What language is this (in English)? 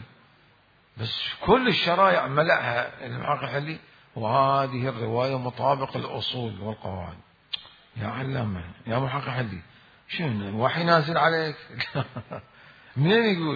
Mesopotamian Arabic